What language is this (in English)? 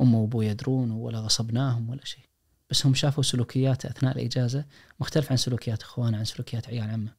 Najdi Arabic